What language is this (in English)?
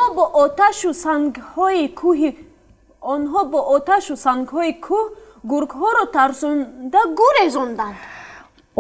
Tajik